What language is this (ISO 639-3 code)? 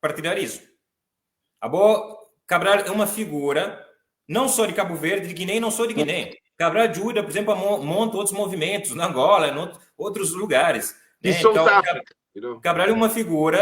kea